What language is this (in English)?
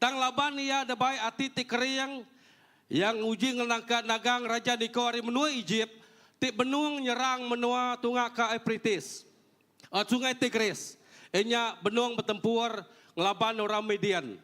Iban